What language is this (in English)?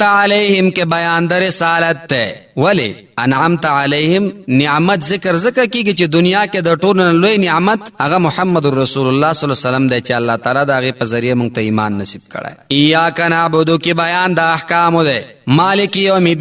Pashto